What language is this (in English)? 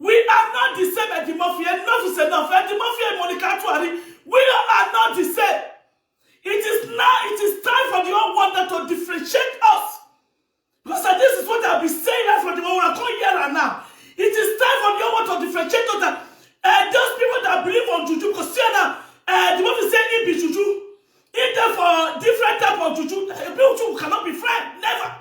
Nigerian Pidgin